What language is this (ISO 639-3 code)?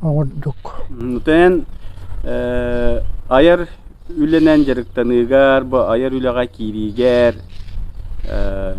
sah